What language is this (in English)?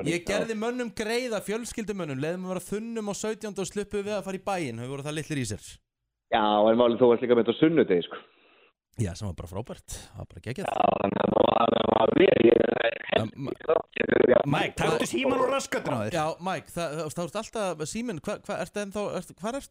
Icelandic